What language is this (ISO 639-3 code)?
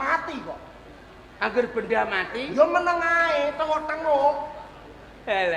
jav